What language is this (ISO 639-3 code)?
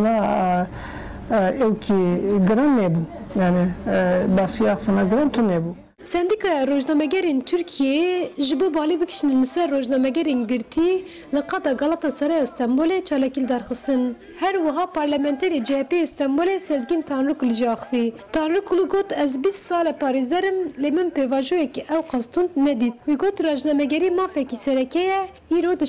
kur